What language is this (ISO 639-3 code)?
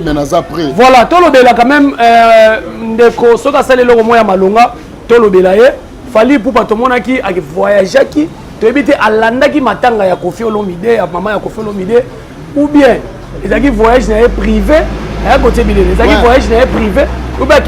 lin